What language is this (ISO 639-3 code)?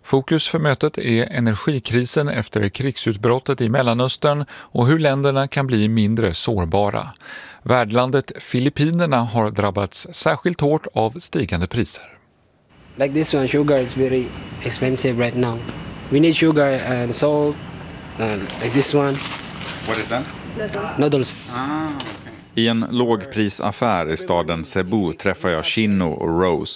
swe